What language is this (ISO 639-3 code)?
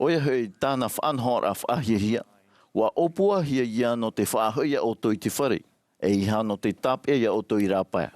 tah